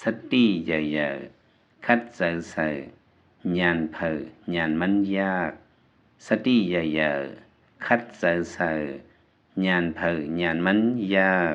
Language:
Lao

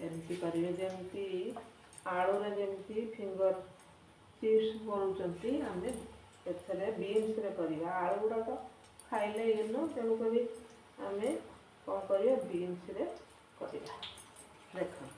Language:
Odia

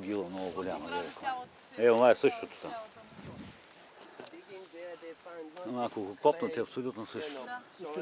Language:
Bulgarian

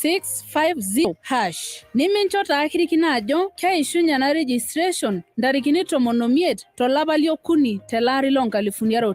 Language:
Masai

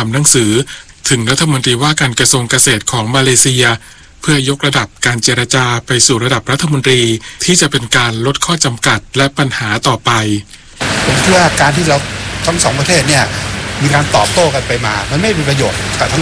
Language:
Thai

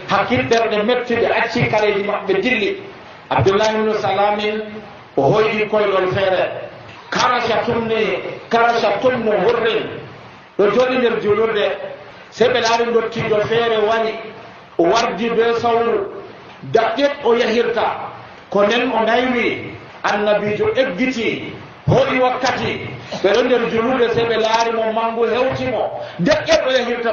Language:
Nigerian Fulfulde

